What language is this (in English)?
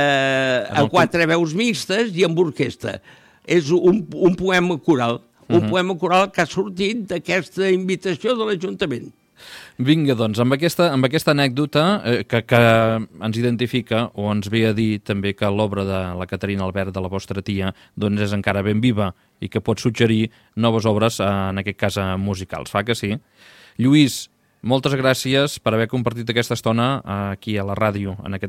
Catalan